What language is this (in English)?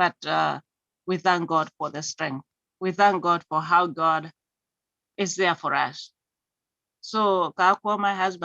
Kalenjin